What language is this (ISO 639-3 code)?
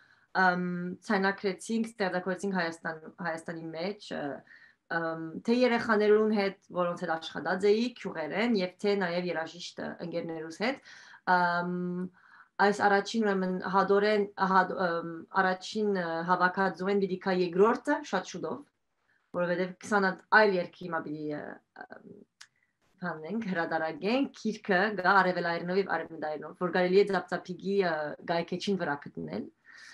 hyw